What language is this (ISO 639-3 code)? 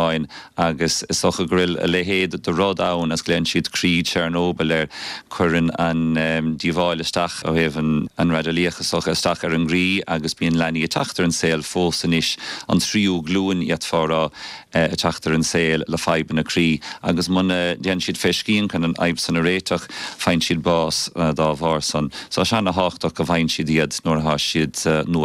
gle